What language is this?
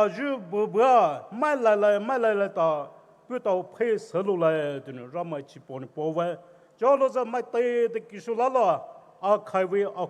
Poumei Naga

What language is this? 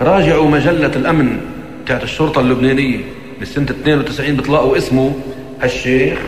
North Levantine Arabic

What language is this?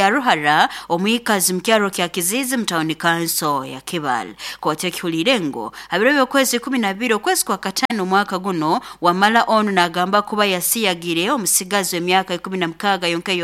Nyoro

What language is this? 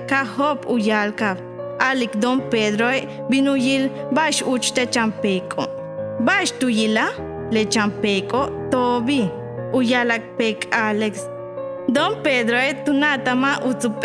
Yucateco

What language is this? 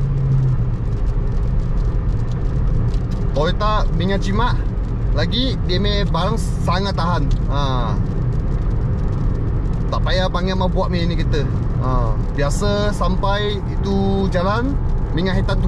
Malay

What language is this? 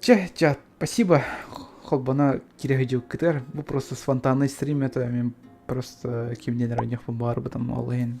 Yakut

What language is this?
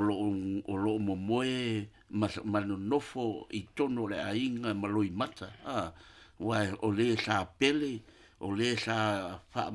Samoan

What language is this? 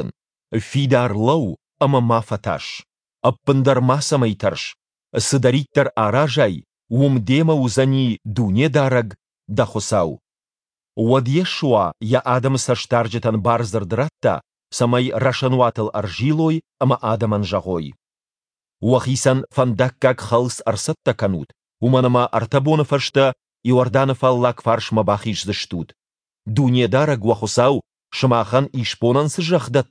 Ossetic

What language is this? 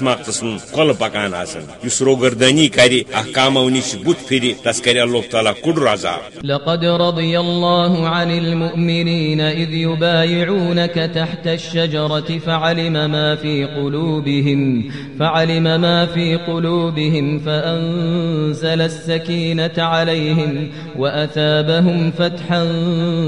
Kashmiri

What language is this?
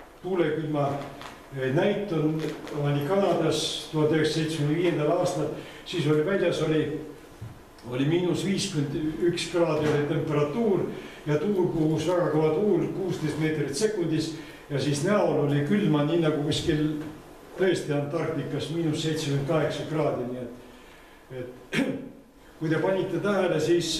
Estonian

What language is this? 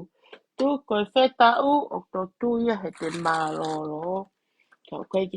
Tongan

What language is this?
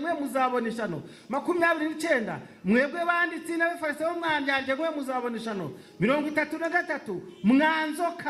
Kinyarwanda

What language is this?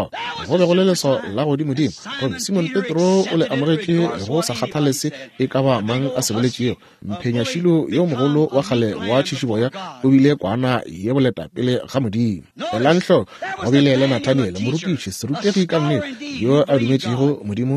Northern Sotho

